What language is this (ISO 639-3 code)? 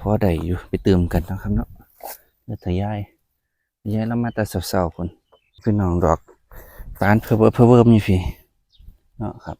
tts